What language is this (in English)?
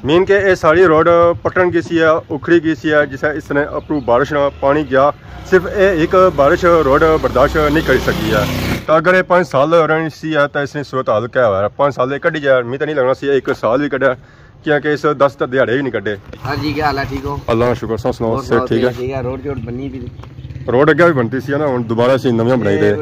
Pahari-Potwari